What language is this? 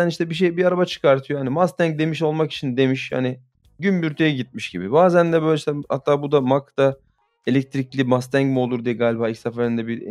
Turkish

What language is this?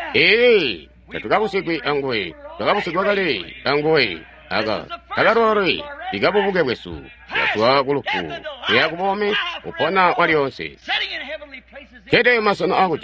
Tonga (Zambia)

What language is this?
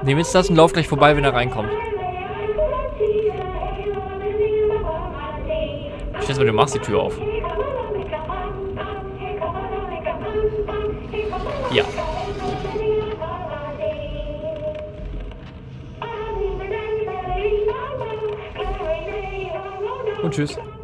German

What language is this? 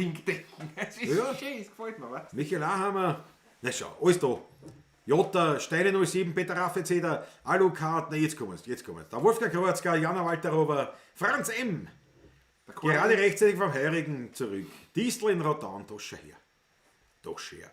Bavarian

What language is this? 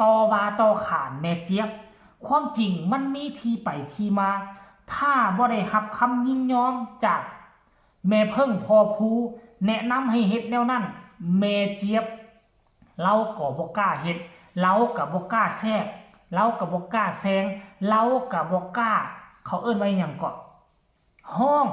Lao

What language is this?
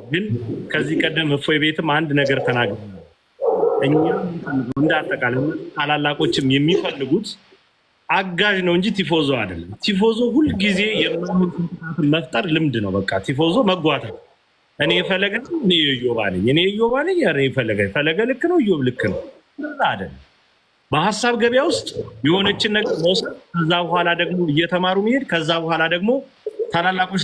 Amharic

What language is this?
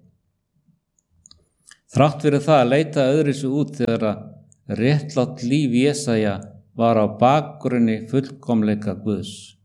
Icelandic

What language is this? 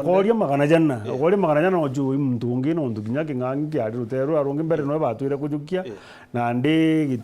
Meru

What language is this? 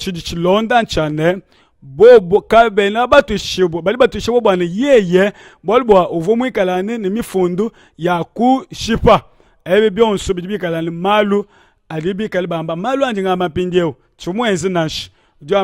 Luba-Lulua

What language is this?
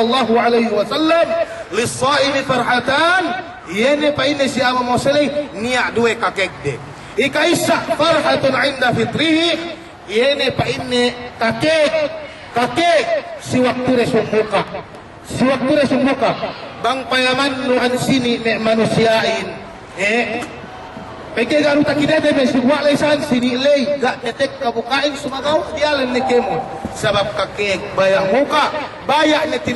Yakan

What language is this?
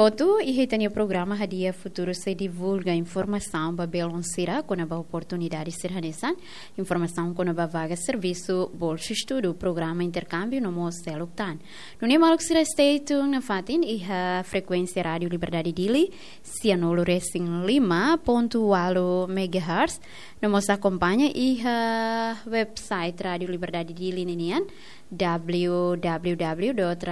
Tetum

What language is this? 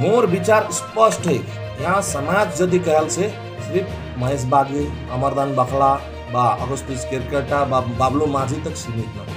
Sadri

